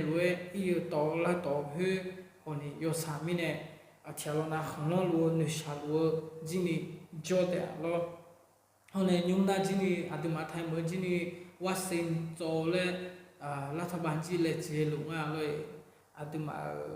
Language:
Akha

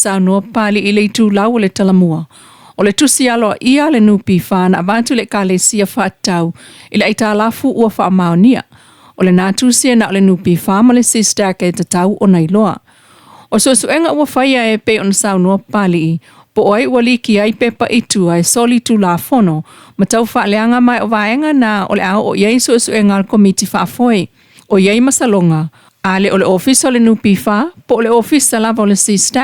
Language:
Samoan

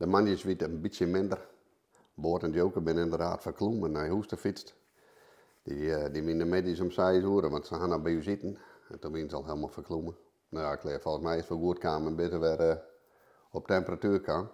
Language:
Western Frisian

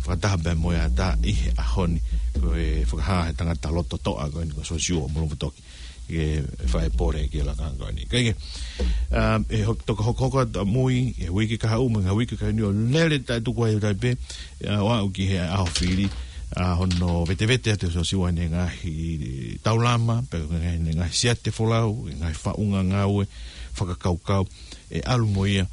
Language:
Tongan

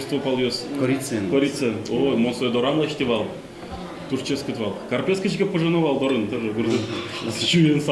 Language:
Udmurt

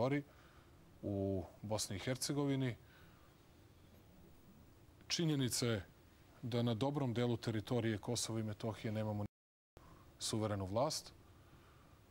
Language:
Serbian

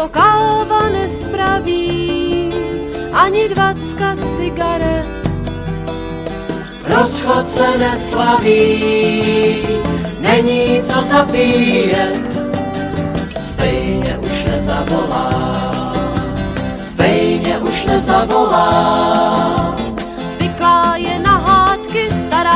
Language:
Czech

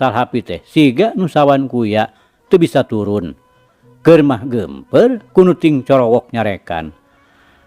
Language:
Sundanese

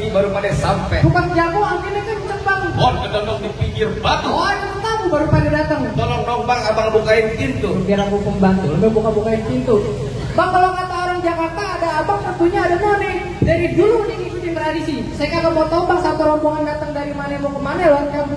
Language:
Betawi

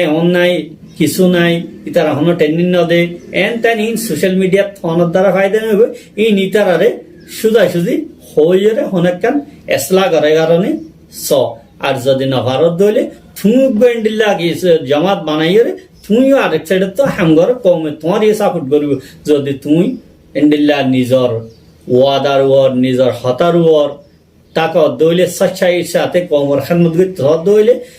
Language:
Rohingya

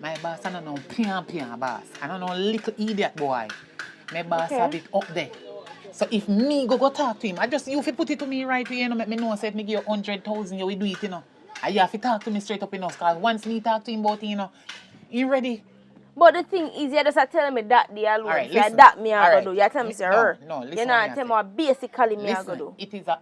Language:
Jamaican Creole English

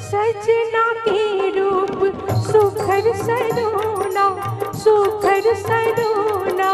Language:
Chhattisgarhi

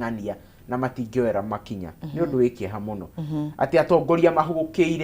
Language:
Kikuyu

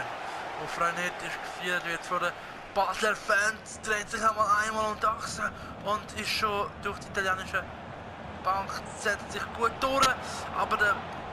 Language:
Swiss German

